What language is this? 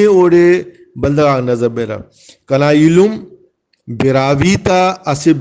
Brahui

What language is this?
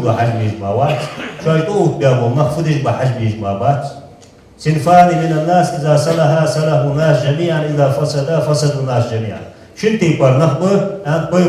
Ingush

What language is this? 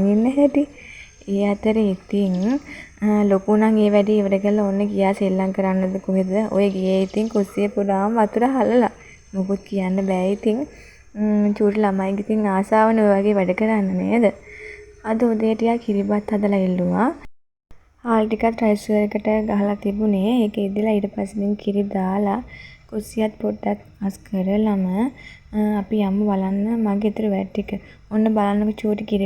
Sinhala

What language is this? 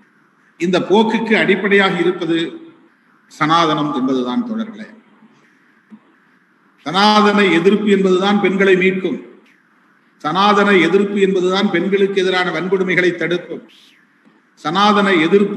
Tamil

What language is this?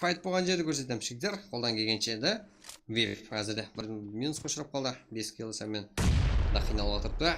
Kara-Kalpak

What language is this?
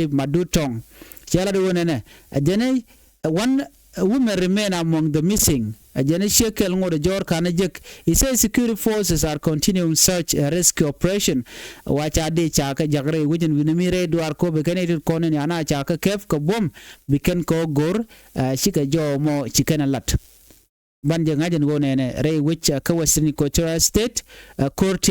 Nuer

